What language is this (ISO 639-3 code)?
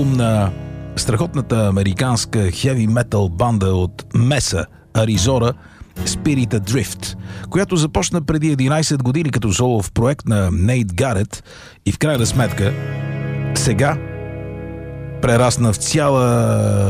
bul